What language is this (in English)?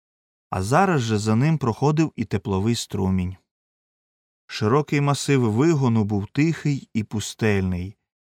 Ukrainian